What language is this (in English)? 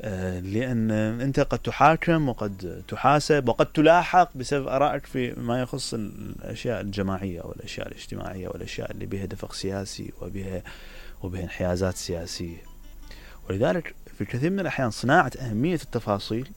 Mesopotamian Arabic